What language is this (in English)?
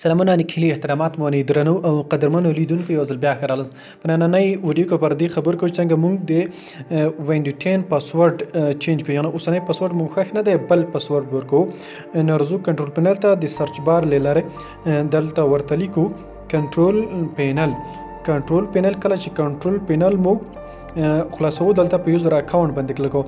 Pashto